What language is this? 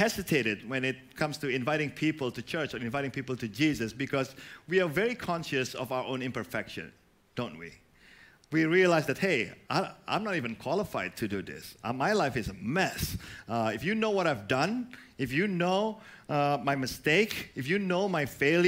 English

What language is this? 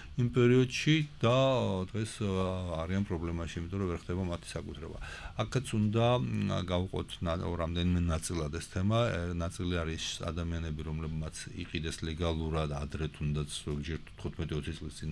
Georgian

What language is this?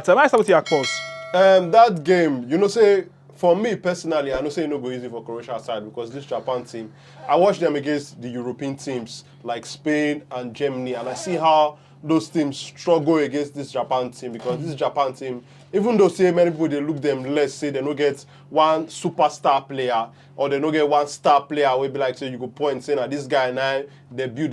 Nigerian Pidgin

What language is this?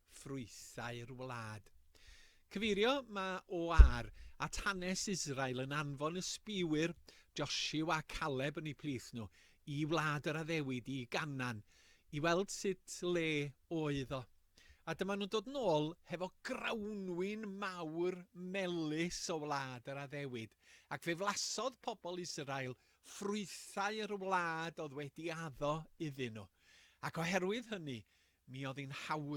Welsh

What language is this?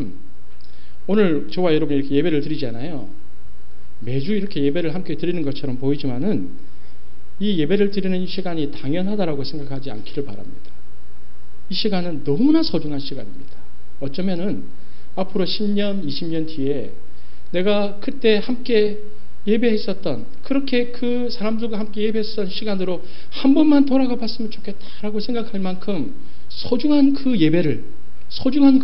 Korean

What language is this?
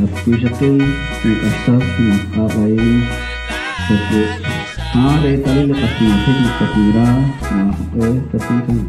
Kekchí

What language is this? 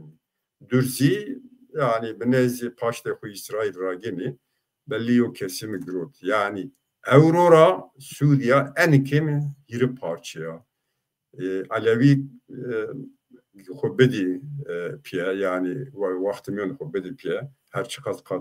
Zaza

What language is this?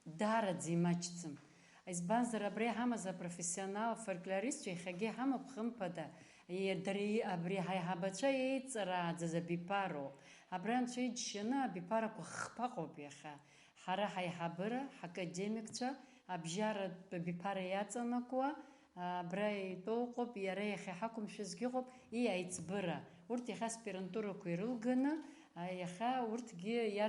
Abkhazian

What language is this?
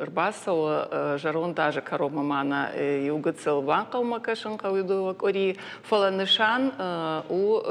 Ossetic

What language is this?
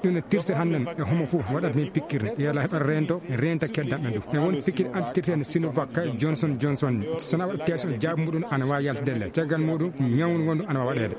Fula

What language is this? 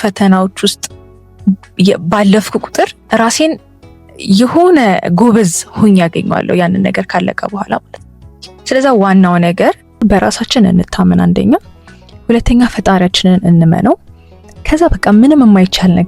Amharic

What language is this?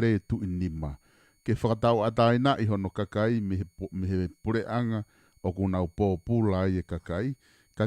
Tongan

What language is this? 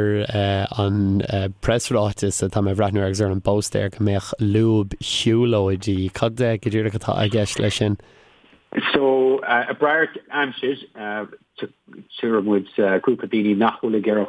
Irish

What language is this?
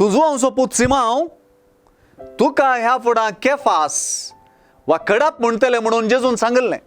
Konkani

